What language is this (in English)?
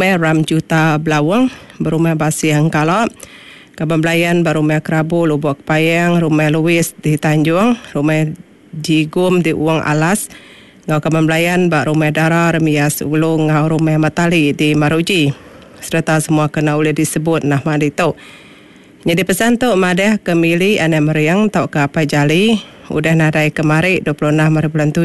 Iban